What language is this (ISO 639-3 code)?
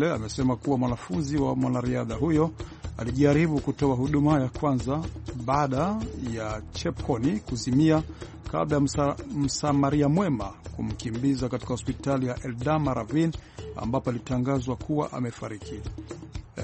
swa